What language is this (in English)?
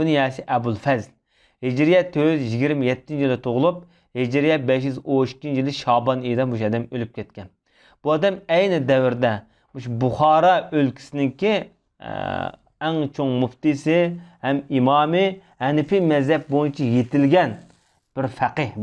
Uyghur